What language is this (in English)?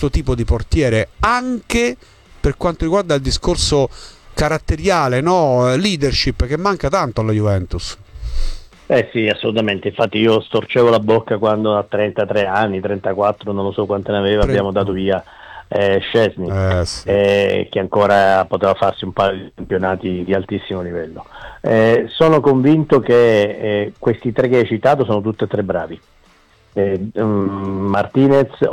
Italian